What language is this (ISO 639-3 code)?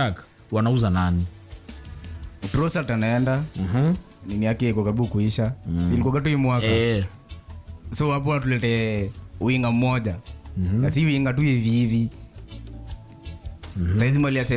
swa